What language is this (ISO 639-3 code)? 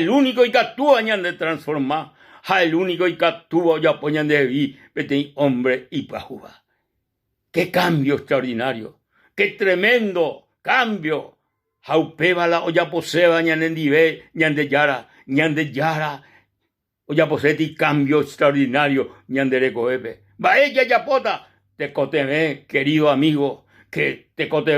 grn